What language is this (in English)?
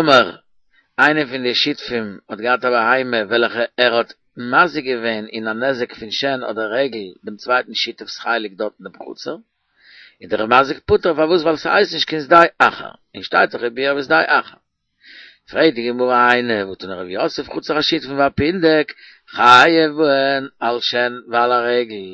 Yiddish